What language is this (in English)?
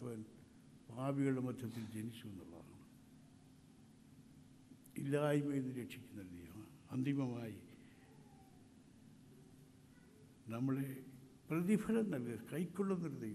Malayalam